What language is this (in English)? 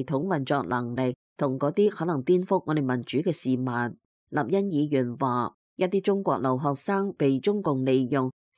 Cantonese